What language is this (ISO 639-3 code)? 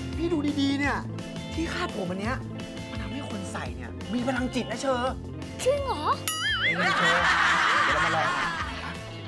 tha